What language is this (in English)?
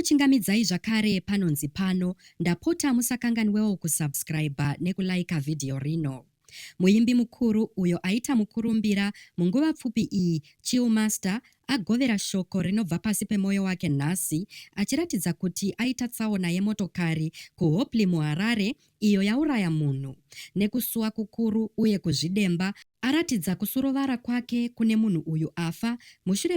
Shona